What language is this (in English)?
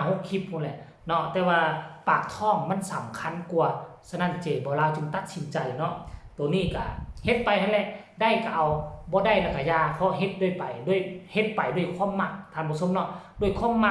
Northeastern Thai